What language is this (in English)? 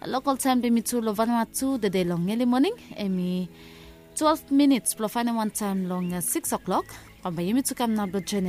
Bislama